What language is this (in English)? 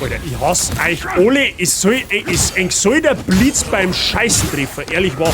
Bavarian